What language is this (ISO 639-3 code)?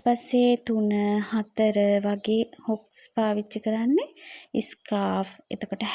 sin